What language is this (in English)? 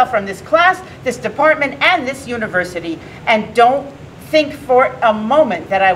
English